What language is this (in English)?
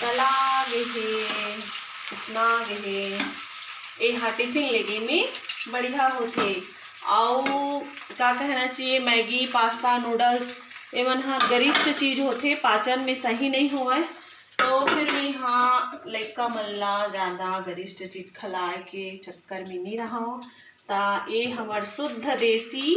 Chhattisgarhi